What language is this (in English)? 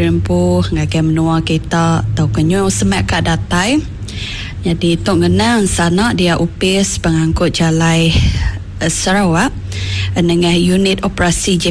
Iban